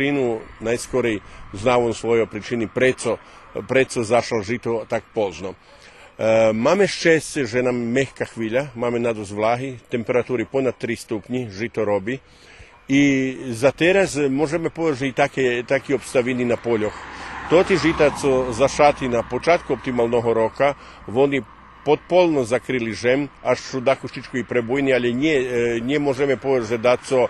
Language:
Rusyn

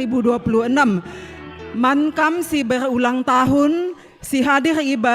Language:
Batak Karo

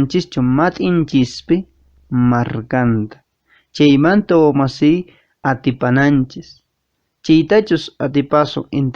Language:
Quechua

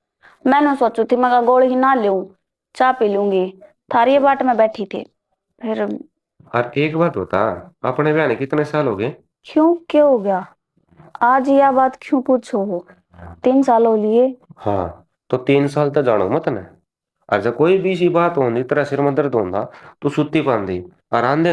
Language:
Haryanvi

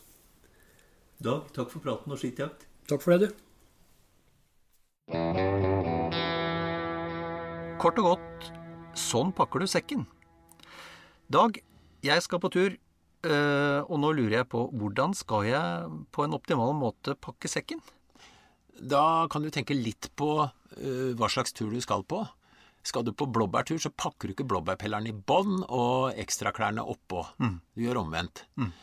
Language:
Norwegian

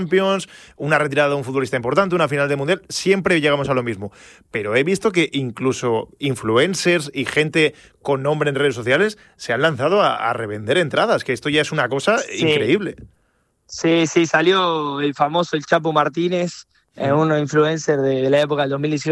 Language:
Spanish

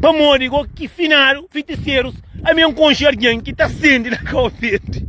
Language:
Kabuverdianu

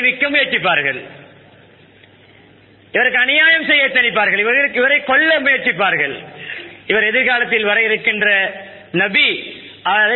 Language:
Tamil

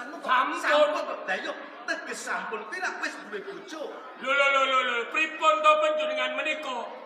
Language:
Javanese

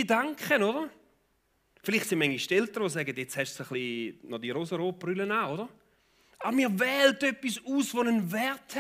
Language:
Swiss German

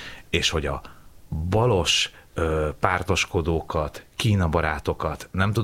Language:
Hungarian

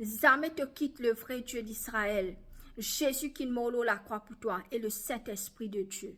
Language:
Morisyen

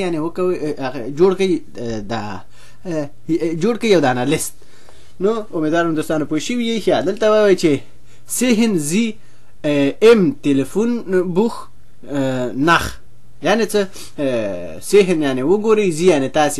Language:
Pashto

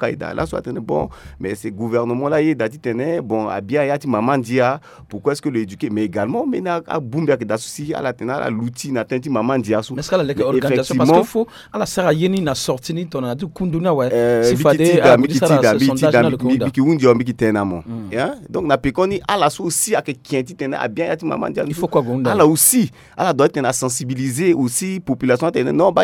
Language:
Sango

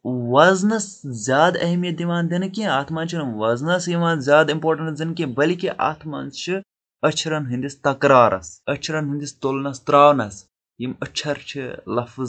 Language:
Kashmiri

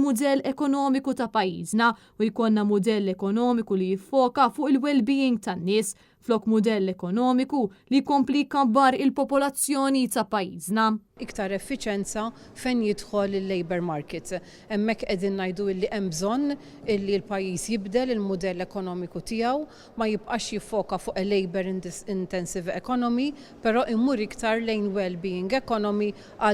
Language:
Maltese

